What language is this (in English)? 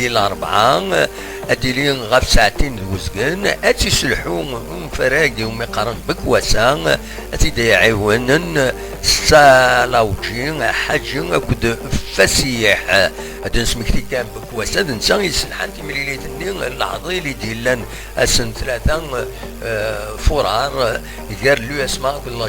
Kabyle